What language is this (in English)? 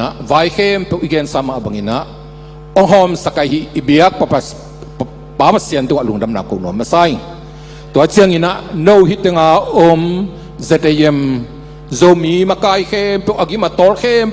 Tedim Chin